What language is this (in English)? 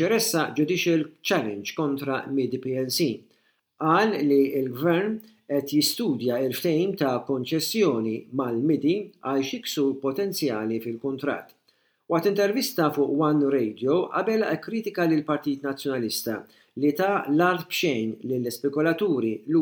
Maltese